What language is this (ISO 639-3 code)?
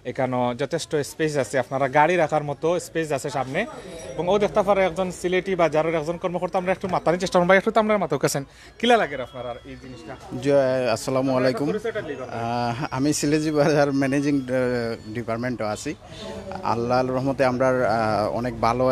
syl